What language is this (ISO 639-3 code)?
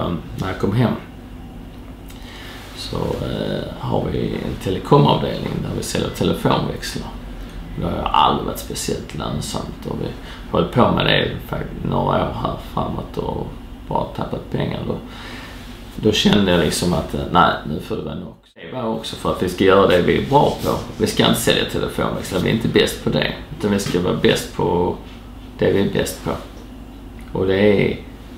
swe